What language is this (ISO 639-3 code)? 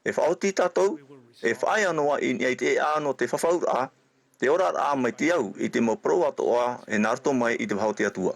tah